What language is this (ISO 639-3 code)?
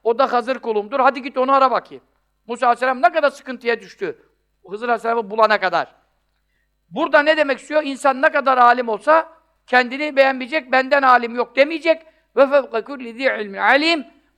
tur